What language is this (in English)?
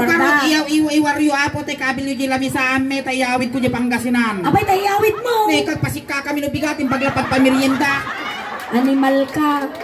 Iloko